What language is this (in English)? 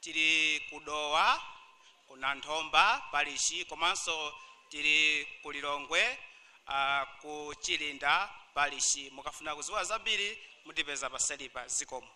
Nyanja